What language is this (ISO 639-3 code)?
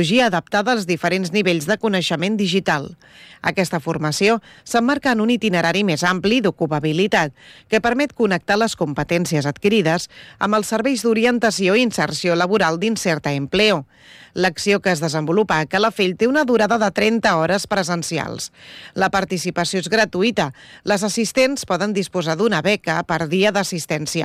cat